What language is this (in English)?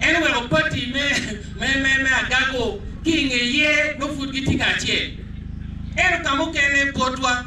Acoli